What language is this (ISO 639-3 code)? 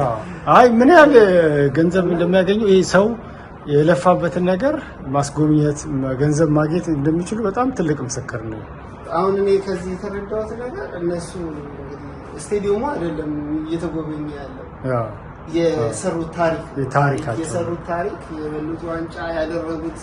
amh